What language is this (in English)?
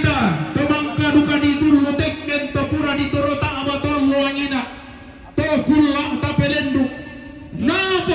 Toraja-Sa'dan